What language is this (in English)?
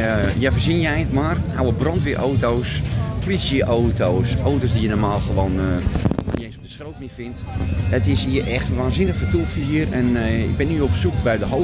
Dutch